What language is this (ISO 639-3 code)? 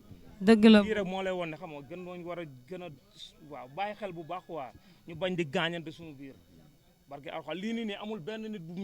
wol